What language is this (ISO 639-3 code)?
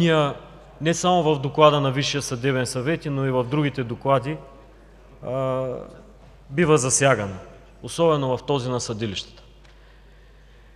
bul